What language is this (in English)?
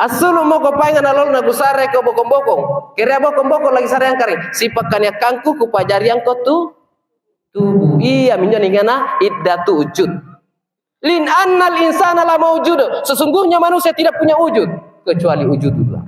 Makasar